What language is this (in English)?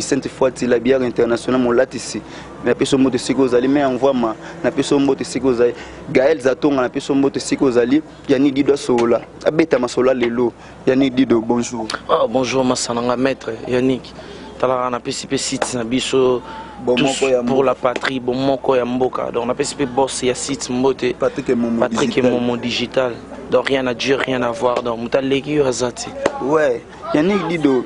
Lingala